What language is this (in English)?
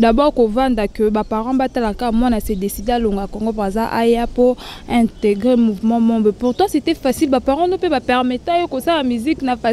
Lingala